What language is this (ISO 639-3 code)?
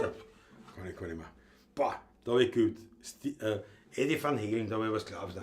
bar